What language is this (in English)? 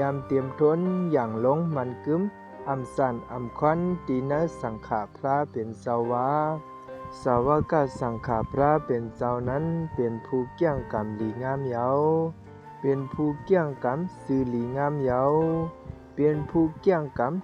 Shan